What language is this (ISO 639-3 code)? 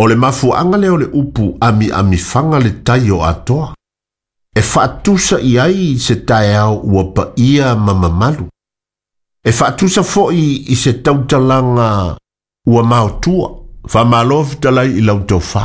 smo